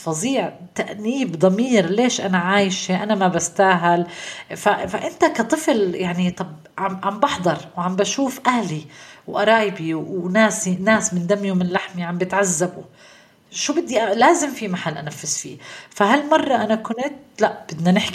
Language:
North Levantine Arabic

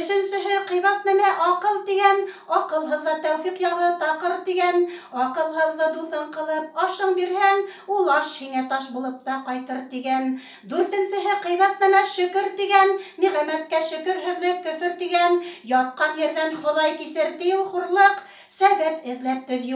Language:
Bashkir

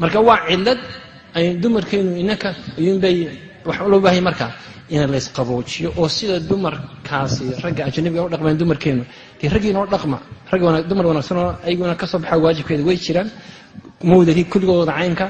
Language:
Somali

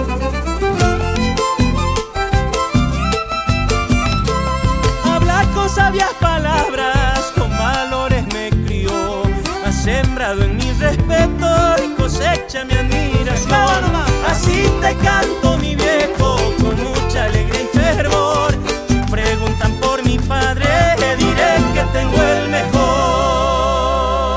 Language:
Spanish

